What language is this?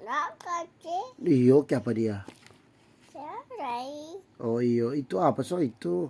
Manado Malay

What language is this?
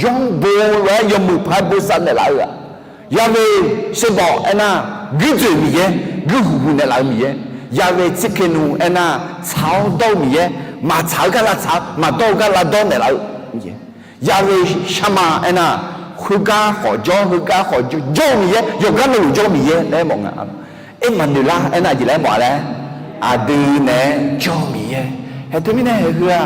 Akha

